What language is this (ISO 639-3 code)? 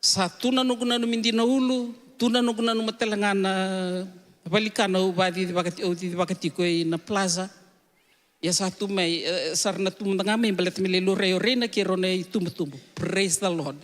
fij